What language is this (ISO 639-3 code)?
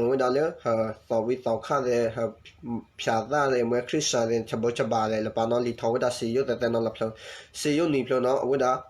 ksw